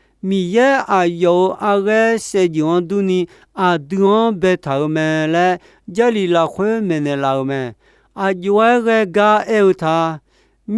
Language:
Akha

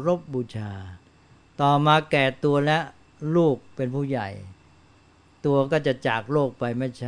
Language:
Thai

